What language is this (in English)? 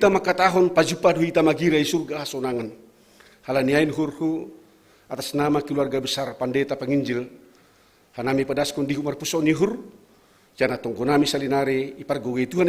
Batak Simalungun